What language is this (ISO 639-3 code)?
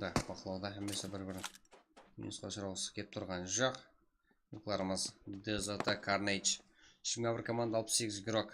kaa